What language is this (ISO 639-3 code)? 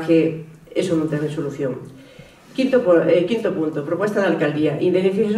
glg